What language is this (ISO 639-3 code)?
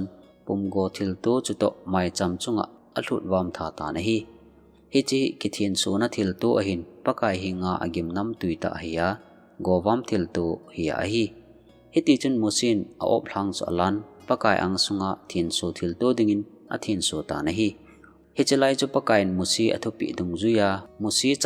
tcz